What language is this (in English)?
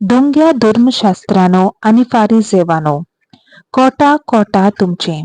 Konkani